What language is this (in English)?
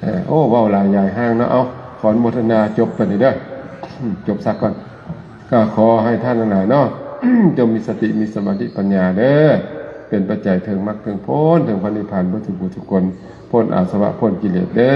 Lao